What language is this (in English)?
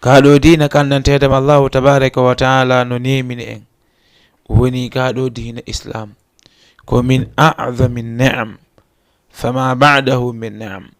Fula